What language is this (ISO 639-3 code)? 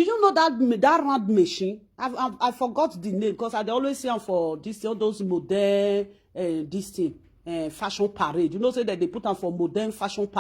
pcm